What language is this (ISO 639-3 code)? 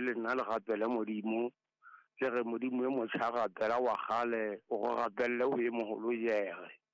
sot